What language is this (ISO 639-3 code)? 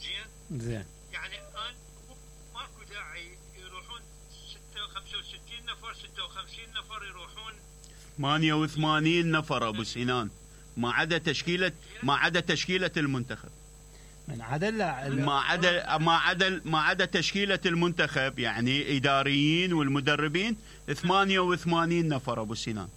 acm